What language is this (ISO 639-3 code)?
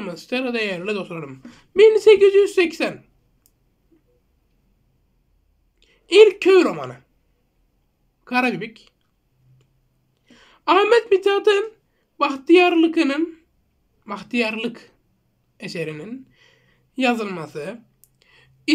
tur